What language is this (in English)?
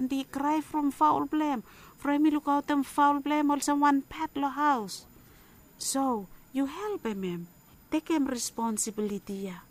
Bislama